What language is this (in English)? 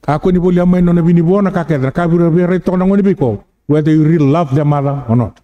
Fijian